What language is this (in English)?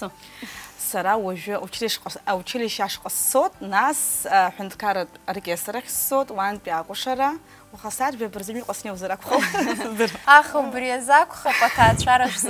Abkhazian